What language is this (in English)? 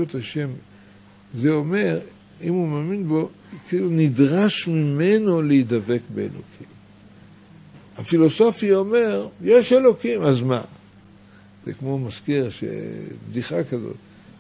Hebrew